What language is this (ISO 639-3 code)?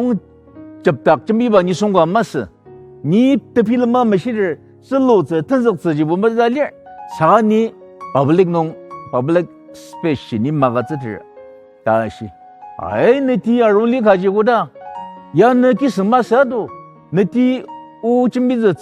njo